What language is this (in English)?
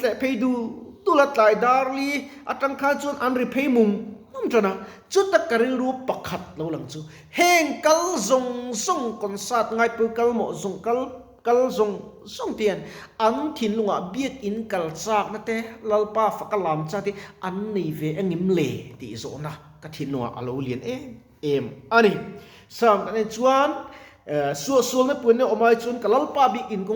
Mizo